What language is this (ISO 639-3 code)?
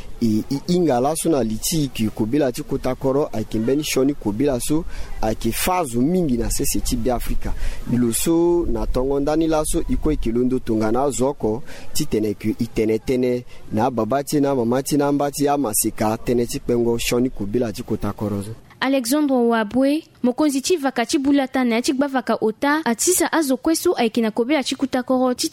sag